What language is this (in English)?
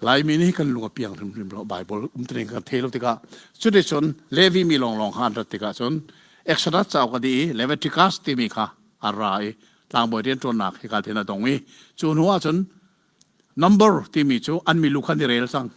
Hakha Chin